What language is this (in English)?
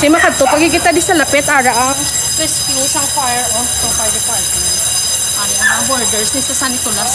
Hiligaynon